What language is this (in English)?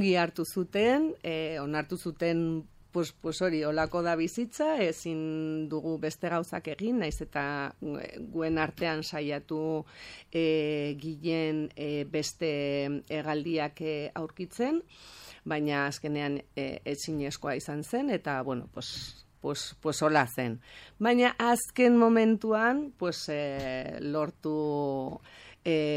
Basque